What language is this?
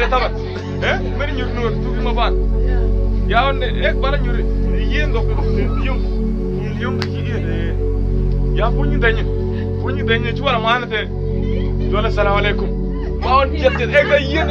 Mabaan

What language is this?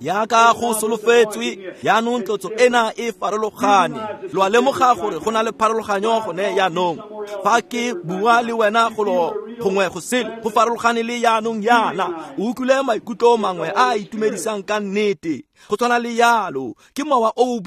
Tswana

